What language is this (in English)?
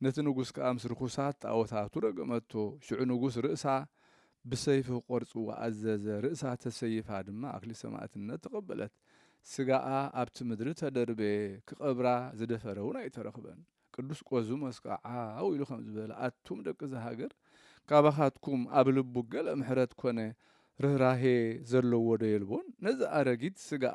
Tigrinya